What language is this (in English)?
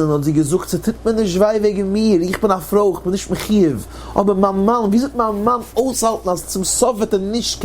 Yiddish